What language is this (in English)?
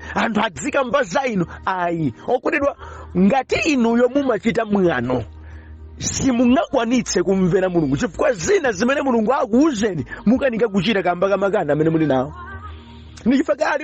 Nyanja